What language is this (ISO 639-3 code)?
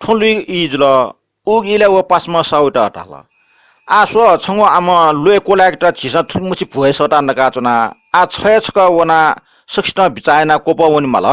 new